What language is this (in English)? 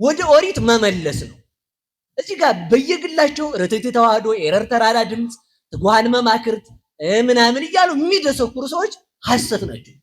Amharic